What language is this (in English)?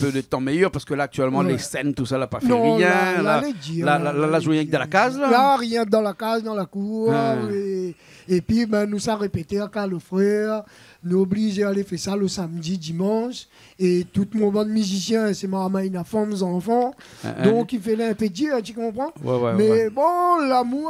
Réunion Creole French